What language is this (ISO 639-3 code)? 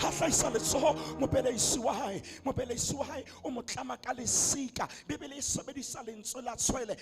sot